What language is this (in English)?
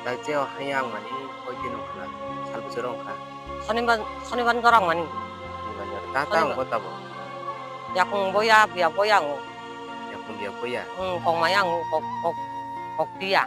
Kok Borok